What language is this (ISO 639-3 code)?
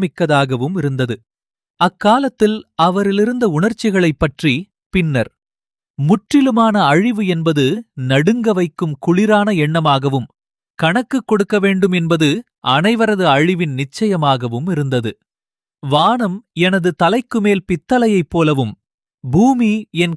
tam